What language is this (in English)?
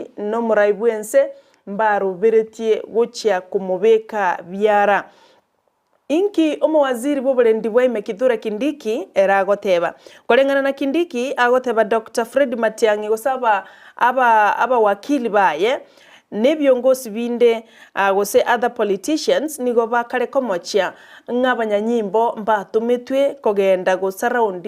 Gusii